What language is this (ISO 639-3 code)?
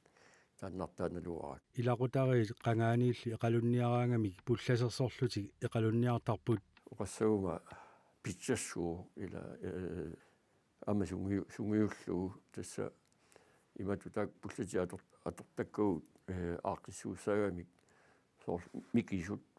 kal